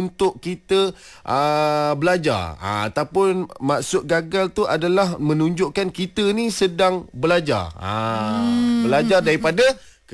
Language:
Malay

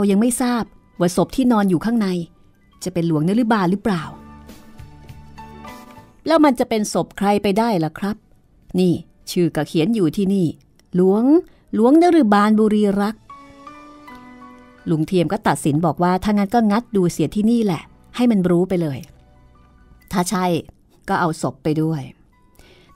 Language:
Thai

